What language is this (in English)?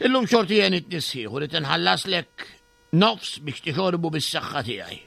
Maltese